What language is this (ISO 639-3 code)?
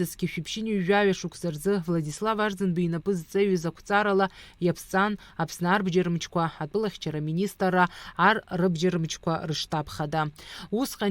abk